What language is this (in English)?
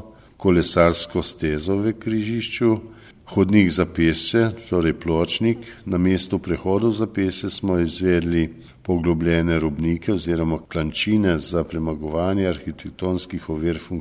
Slovenian